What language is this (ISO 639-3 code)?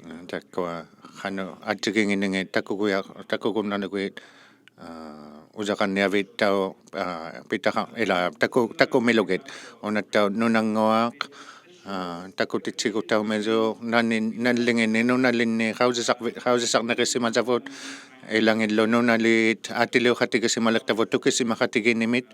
iku